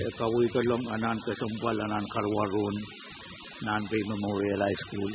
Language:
Pohnpeian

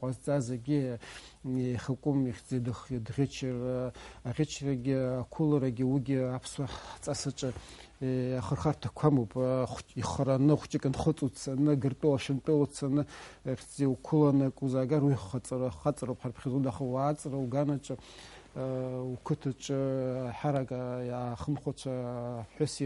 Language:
Abkhazian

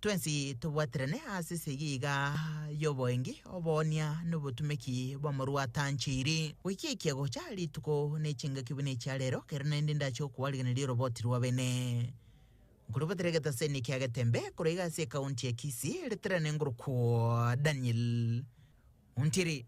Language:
Gusii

